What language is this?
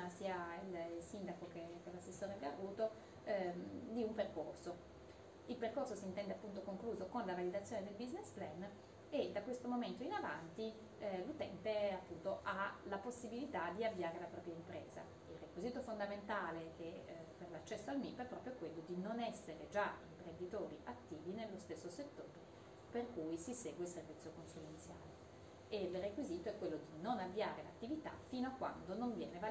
Italian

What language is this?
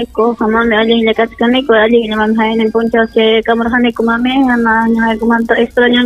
Ayacucho Quechua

